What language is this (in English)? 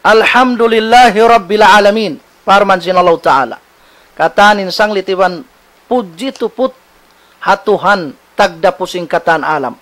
Tausug